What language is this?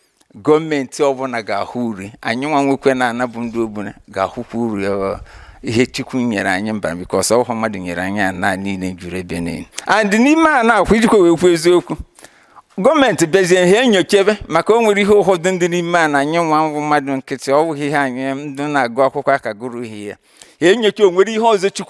Igbo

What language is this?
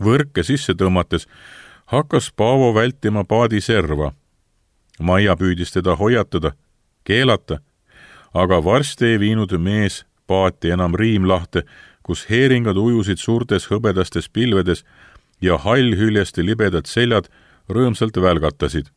Estonian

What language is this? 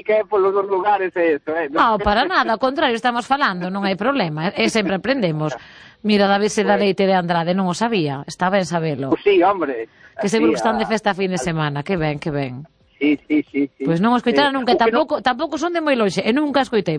Galician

